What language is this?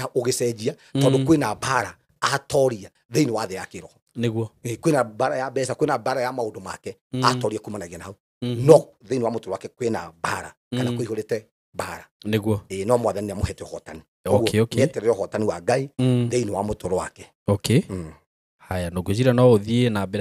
Kikuyu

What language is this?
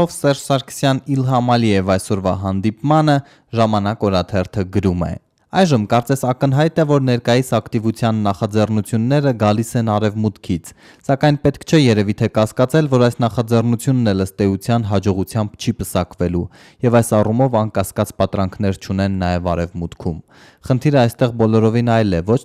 Armenian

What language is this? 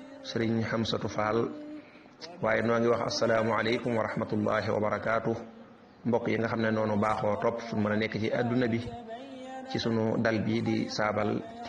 Wolof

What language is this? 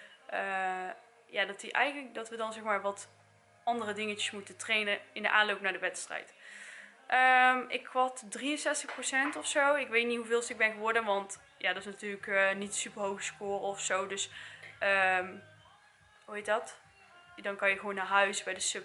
Dutch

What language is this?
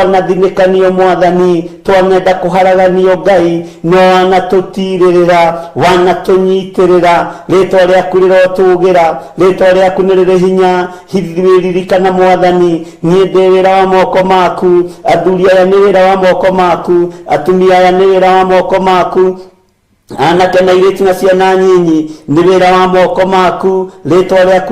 Kikuyu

